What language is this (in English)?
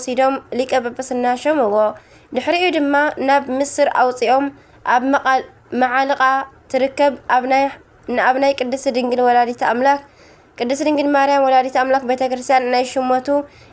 Tigrinya